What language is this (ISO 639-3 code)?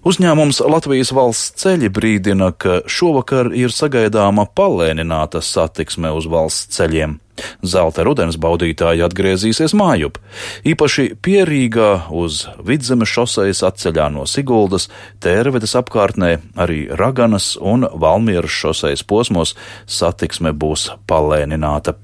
lav